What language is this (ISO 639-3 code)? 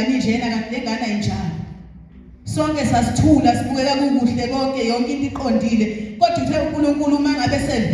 zul